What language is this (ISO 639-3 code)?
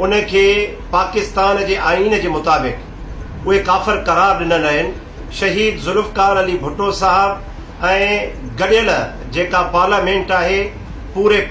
snd